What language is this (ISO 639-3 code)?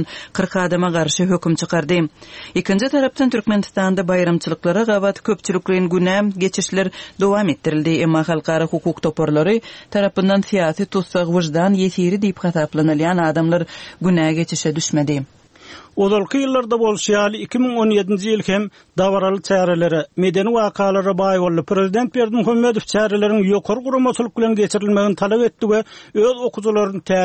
tuk